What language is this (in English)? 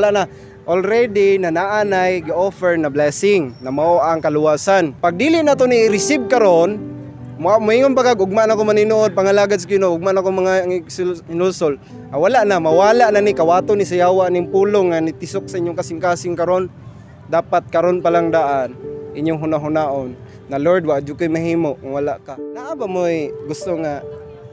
Cebuano